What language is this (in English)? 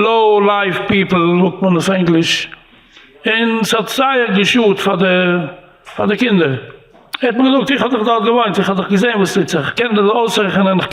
Yiddish